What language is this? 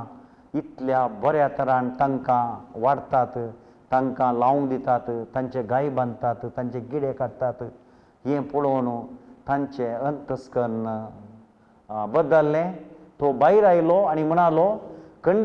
Konkani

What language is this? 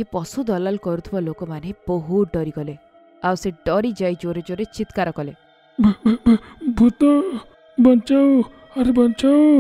Odia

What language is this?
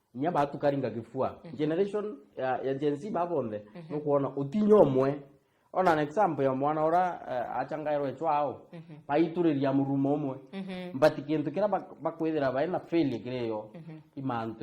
Meru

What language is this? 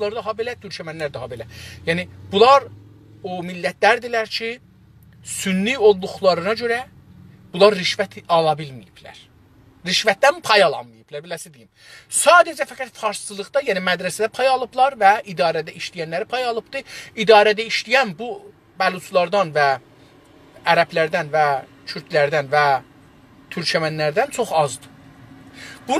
South Azerbaijani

